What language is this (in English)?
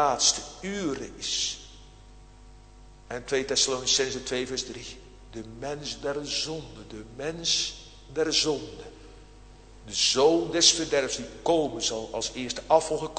Dutch